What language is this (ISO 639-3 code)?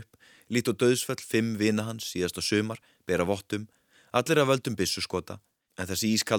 isl